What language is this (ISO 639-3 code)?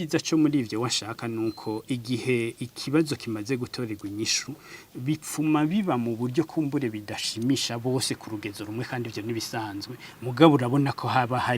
run